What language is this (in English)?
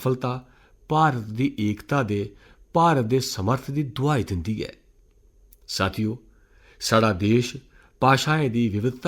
Dogri